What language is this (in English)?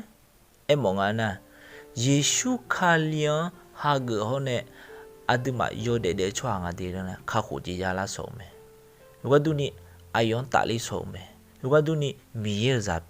Akha